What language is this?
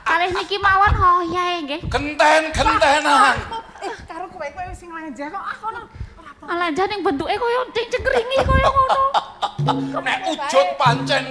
Javanese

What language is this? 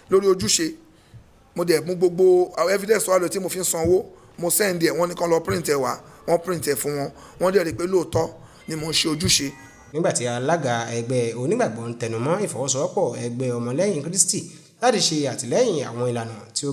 Yoruba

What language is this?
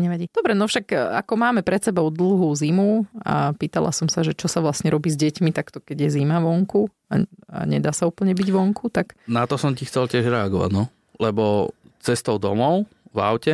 Slovak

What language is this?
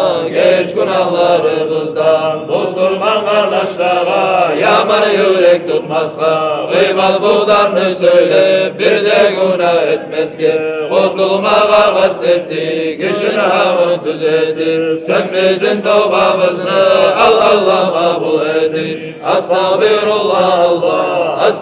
Kumyk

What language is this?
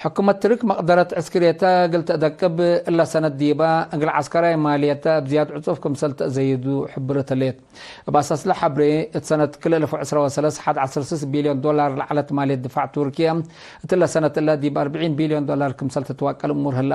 Tigre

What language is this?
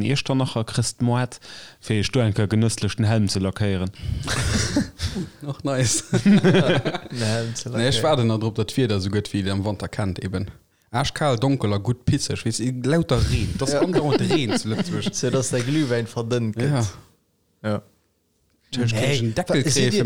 Luxembourgish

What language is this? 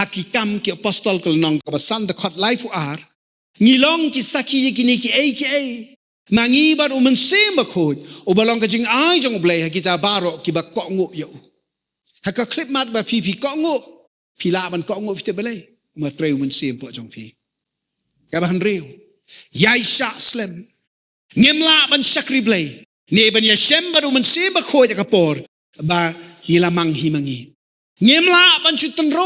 Khasi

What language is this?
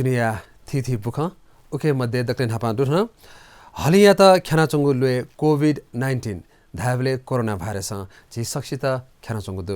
Newari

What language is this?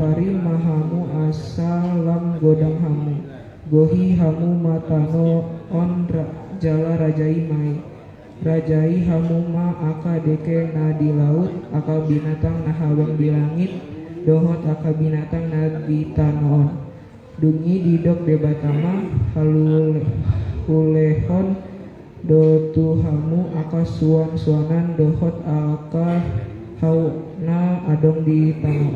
Batak Toba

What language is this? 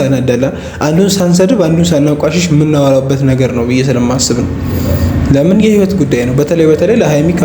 Amharic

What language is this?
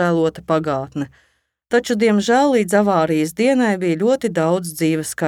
Latvian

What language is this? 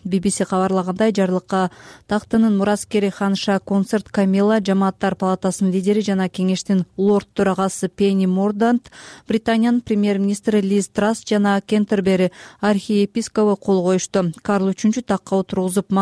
Kyrgyz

